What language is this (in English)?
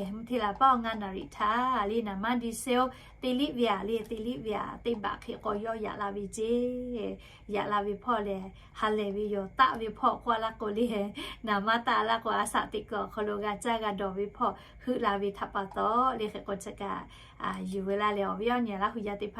Lahu